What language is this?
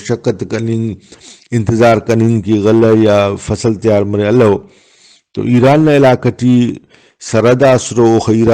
Brahui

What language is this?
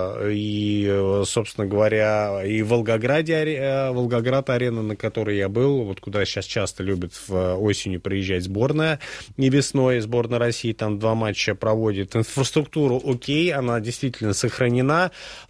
Russian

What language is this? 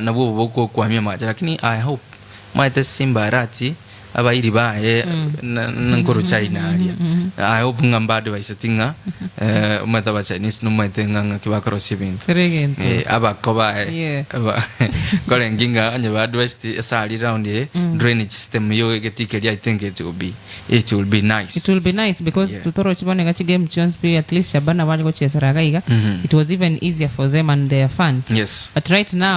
Gusii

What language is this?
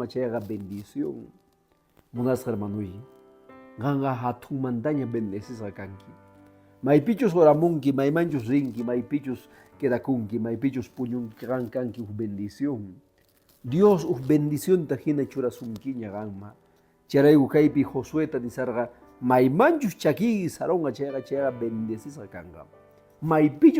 Quechua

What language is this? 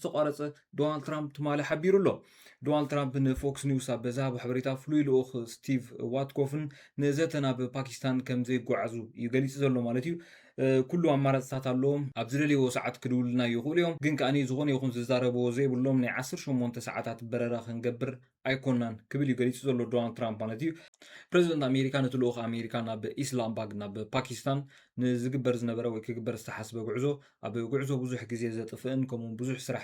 Tigrinya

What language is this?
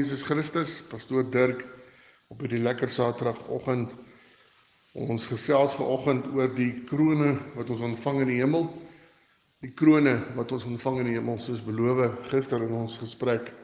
Afrikaans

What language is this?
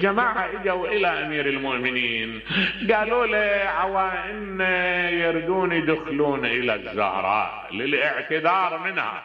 Mesopotamian Arabic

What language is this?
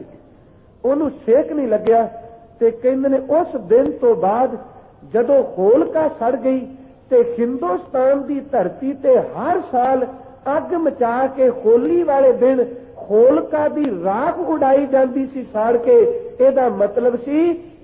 Punjabi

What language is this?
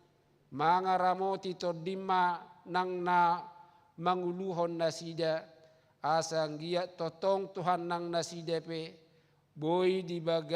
Batak Toba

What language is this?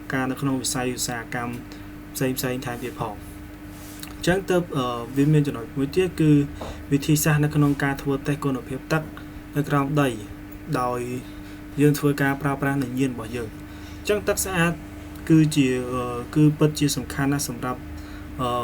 Khmer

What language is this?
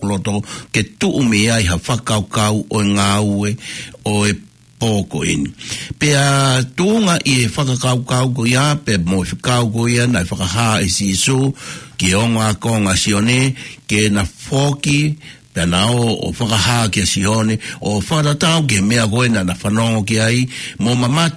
Tongan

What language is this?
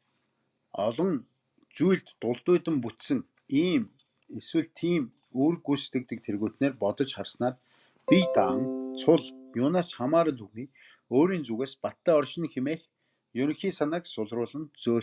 Mongolian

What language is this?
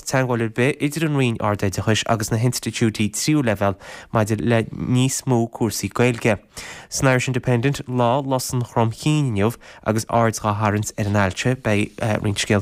Irish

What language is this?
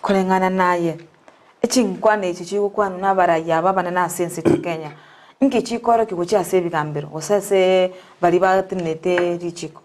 Gusii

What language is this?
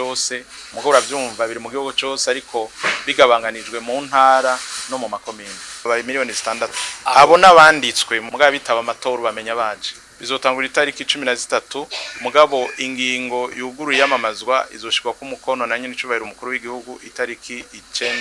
Rundi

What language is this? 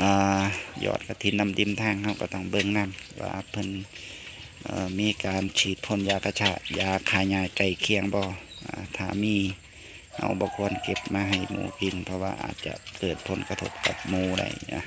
Lao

